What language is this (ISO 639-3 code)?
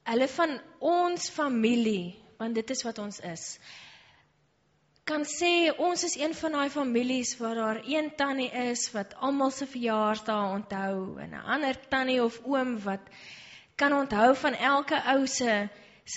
afr